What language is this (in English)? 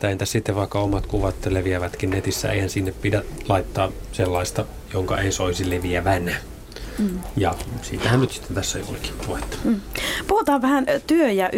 Finnish